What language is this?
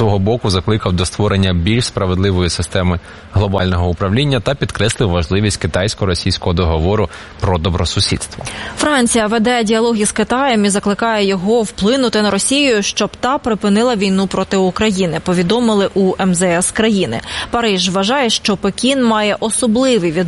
Ukrainian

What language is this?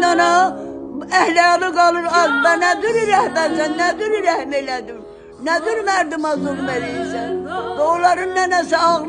South Azerbaijani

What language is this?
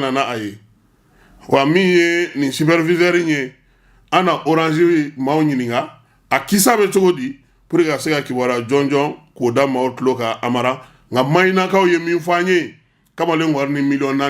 Bambara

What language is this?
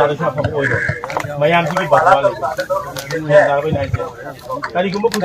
Manipuri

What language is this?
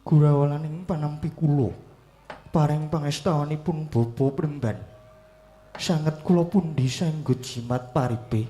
Javanese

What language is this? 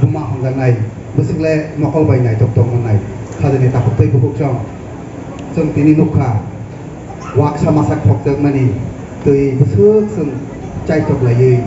Kok Borok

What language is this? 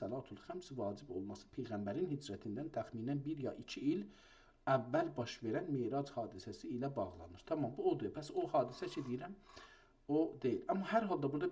South Azerbaijani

